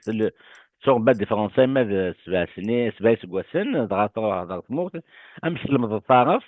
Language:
Kabyle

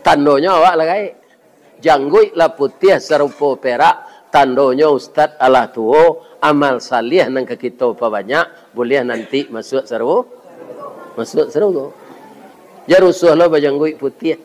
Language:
Minangkabau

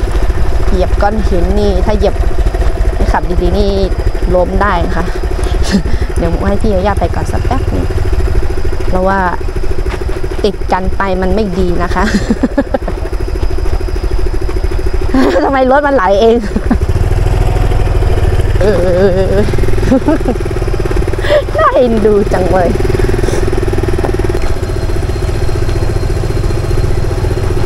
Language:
Thai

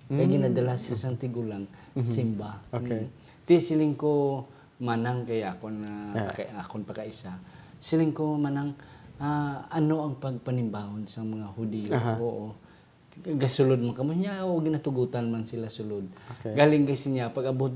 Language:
Hiligaynon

